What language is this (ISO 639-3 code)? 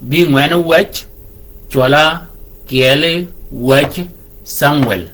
shk